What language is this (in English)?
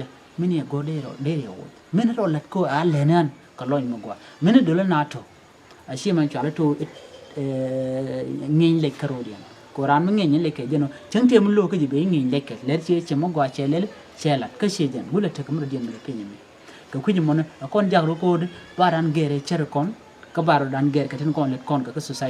Nuer